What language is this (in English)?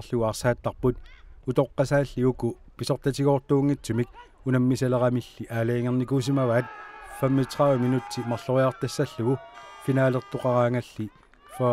Kalaallisut